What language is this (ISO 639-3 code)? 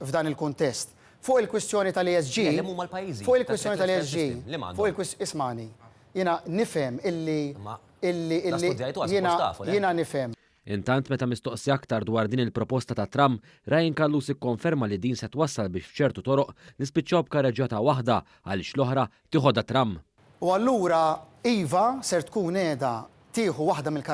mlt